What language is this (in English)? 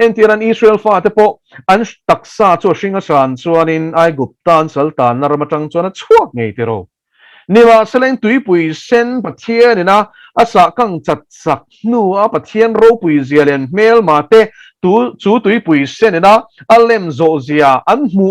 Mizo